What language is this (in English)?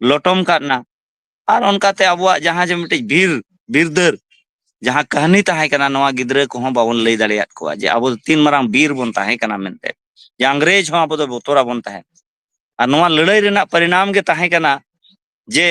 Santali